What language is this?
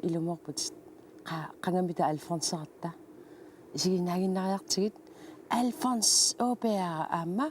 Kalaallisut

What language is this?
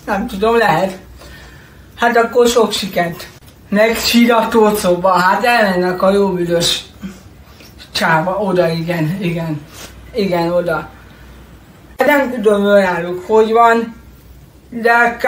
Hungarian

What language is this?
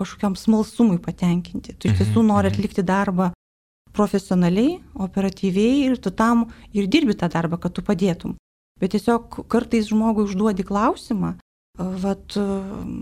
Lithuanian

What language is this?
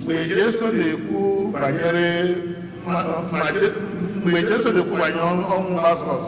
Igbo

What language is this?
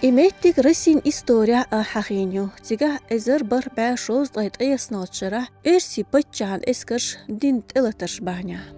Chechen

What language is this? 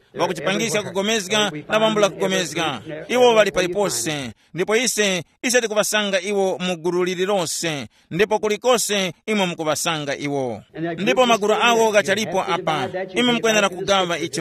Tumbuka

